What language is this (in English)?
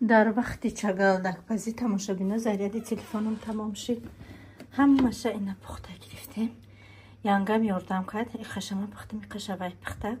Tajik